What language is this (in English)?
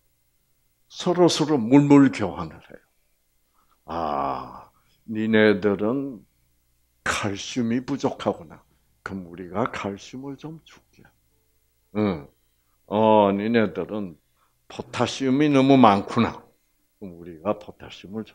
Korean